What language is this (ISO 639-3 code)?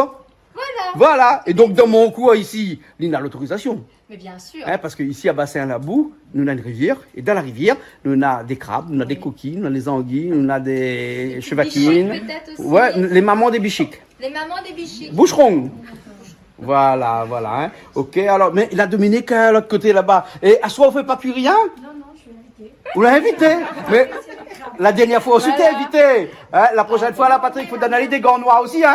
rcf